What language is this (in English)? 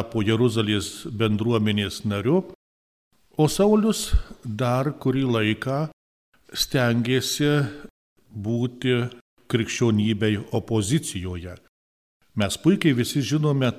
Lithuanian